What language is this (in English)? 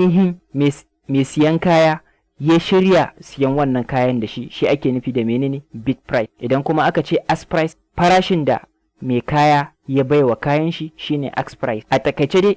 Hausa